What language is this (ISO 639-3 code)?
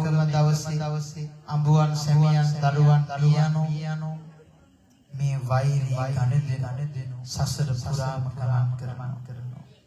sin